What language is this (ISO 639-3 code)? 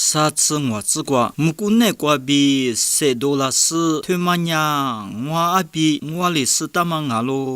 lis